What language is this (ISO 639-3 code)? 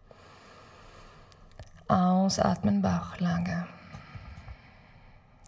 deu